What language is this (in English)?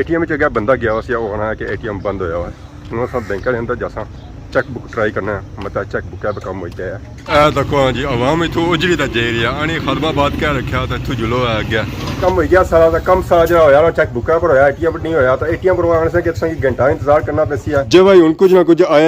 Pahari-Potwari